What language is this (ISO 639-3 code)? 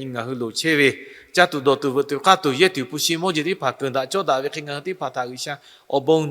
lhu